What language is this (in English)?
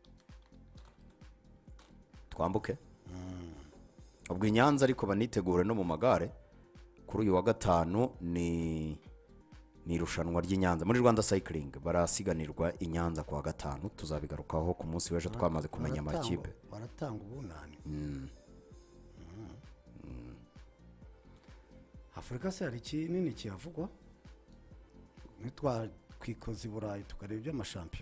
Kinyarwanda